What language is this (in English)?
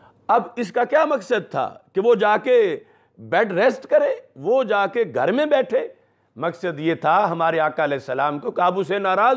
Urdu